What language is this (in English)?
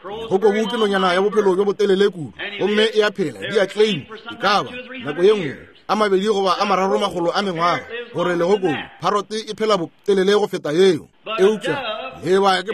Northern Sotho